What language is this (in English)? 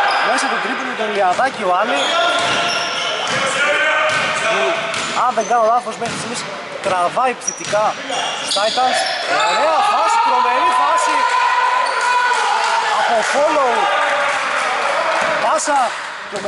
Greek